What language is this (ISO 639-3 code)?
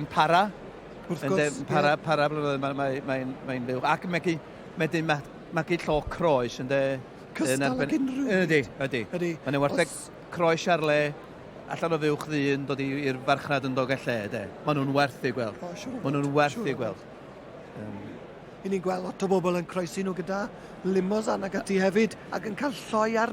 cym